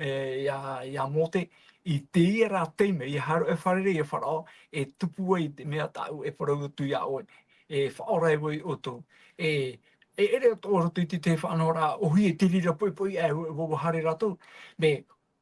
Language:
Tahitian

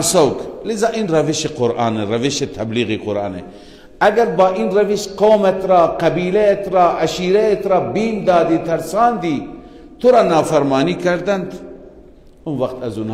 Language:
Persian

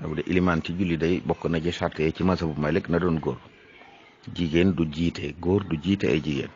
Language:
Wolof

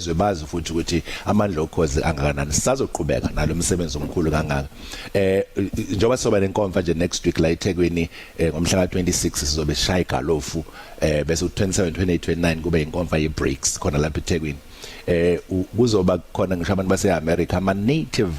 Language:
Zulu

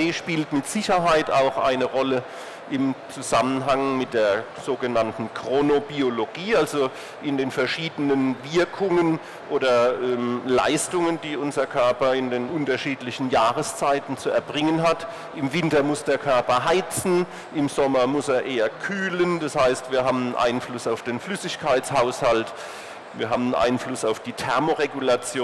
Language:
German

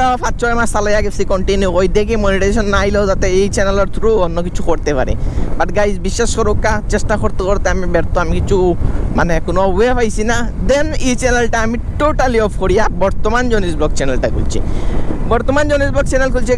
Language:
Sylheti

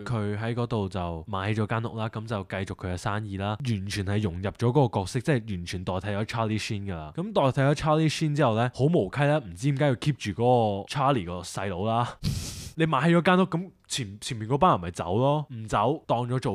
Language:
Cantonese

